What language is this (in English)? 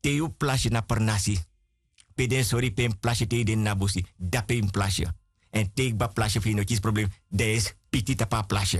Sranan Tongo